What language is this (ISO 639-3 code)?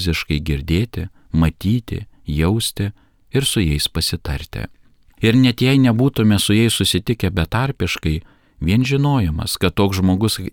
lit